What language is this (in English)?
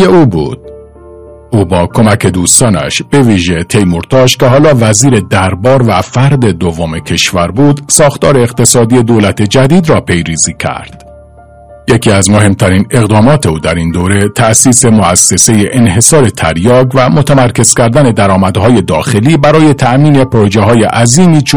Persian